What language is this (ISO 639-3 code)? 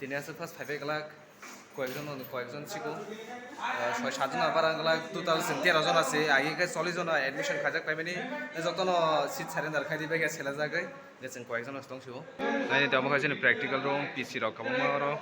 trp